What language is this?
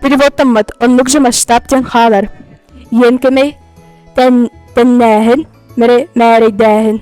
Yakut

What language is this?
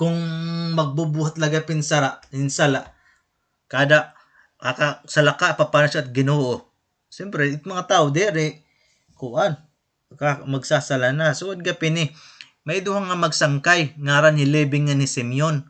Waray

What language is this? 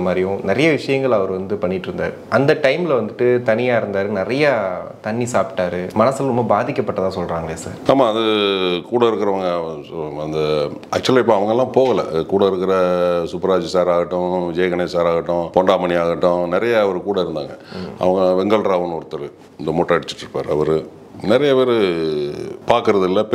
Tamil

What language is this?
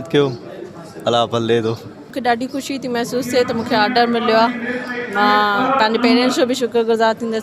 Sindhi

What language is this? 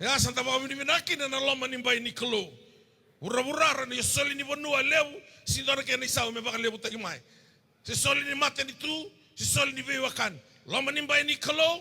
Fijian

